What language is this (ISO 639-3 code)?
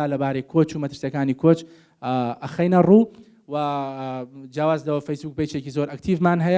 ckb